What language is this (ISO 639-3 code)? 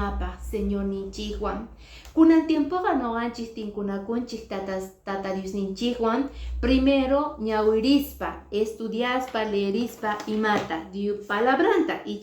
que